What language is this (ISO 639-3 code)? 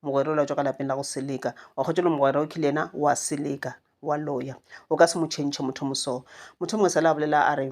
nso